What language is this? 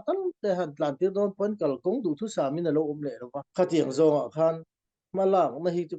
Falam Chin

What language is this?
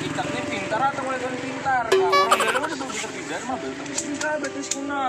Banjar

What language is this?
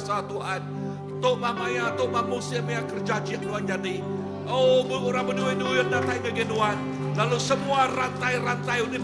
Iban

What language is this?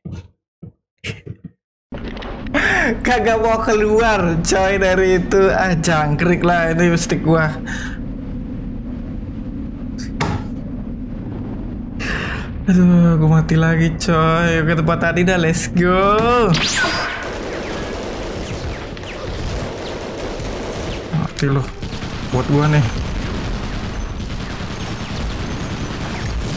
Indonesian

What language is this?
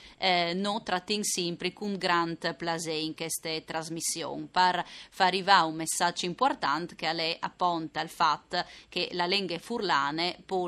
Friulian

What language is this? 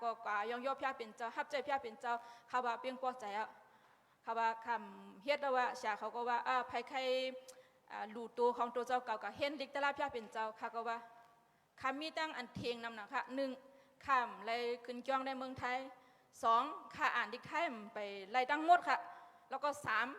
Shan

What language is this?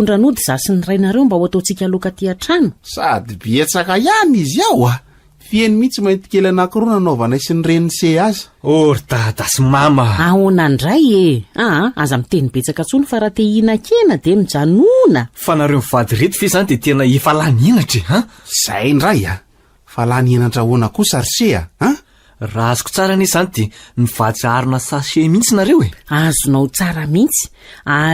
Malagasy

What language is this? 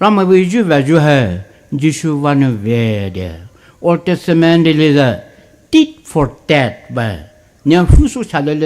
Poumei Naga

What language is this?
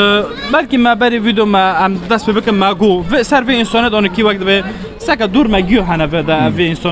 Kurdish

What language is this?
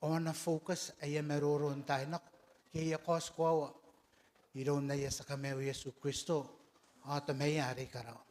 Gilbertese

